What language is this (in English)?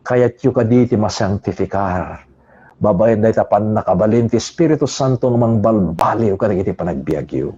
Iloko